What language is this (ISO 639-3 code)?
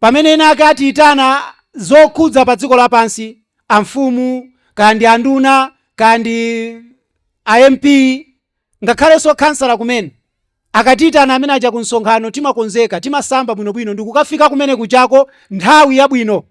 nya